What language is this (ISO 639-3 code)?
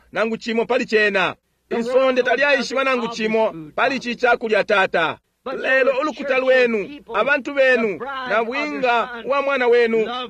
bem